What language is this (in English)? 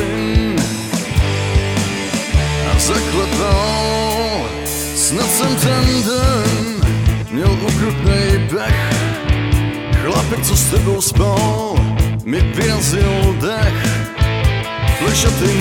Czech